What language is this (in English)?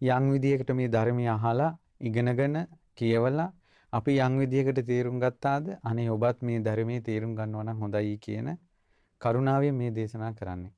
Sinhala